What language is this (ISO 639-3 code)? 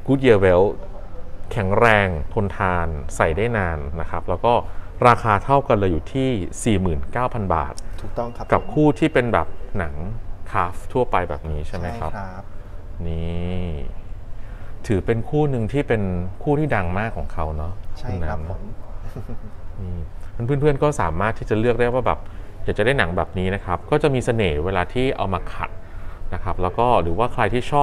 tha